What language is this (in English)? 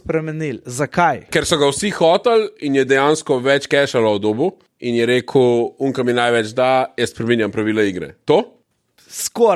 Slovenian